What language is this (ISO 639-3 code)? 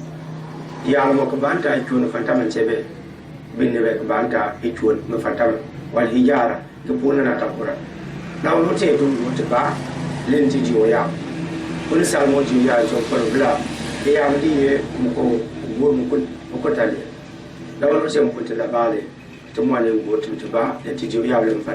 gux